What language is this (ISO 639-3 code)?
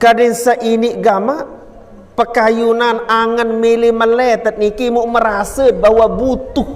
sas